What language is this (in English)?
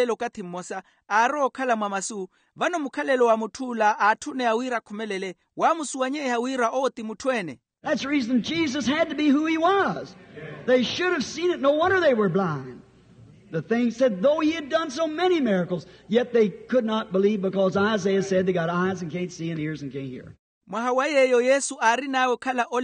Makhuwa